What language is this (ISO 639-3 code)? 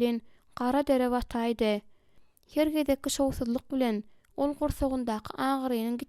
tuk